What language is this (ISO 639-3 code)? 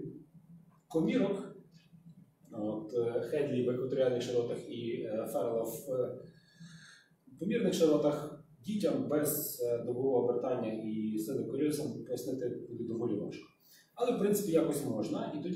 ukr